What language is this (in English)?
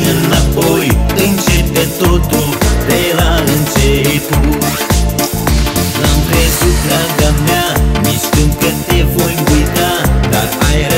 Romanian